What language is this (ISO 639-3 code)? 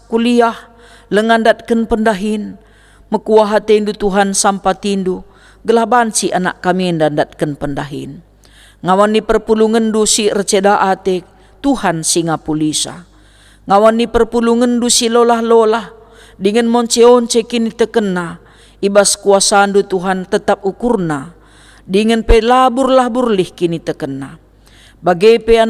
btx